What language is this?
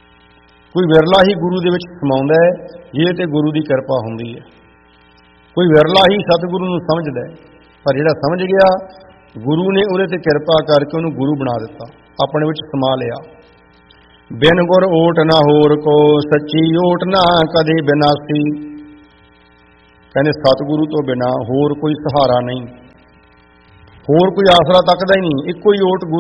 Punjabi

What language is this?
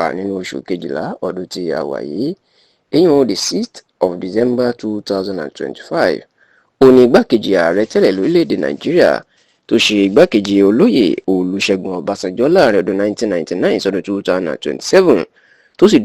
Yoruba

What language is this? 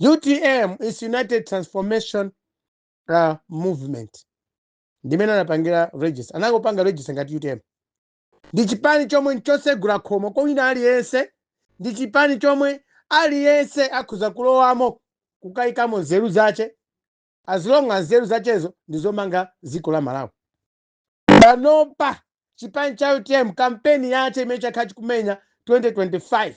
Nyanja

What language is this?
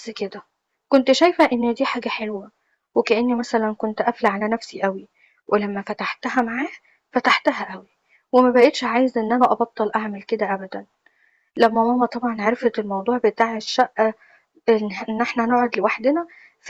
Egyptian Arabic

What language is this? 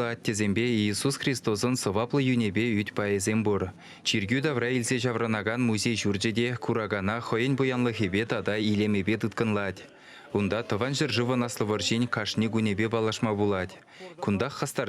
Chuvash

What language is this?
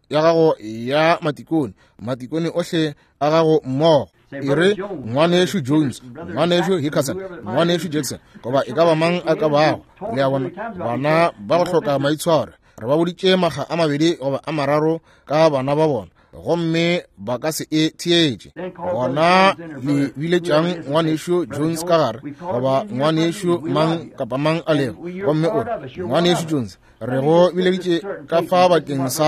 Northern Sotho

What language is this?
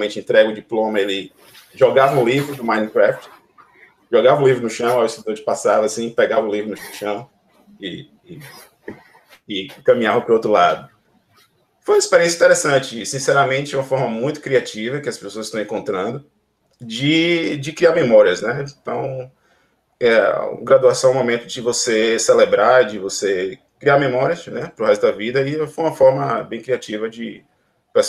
Portuguese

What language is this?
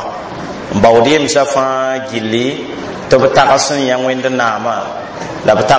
Mossi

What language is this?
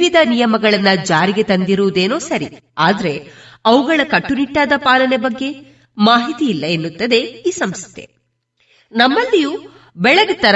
Kannada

